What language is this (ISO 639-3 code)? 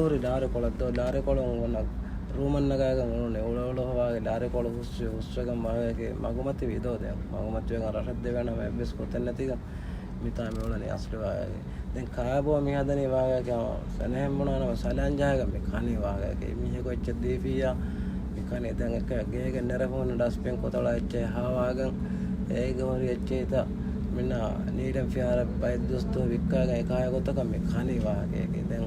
div